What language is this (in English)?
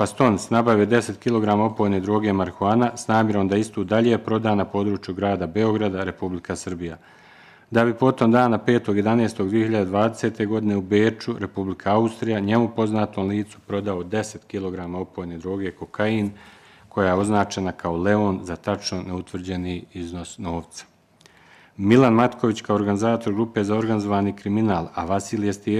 Bosnian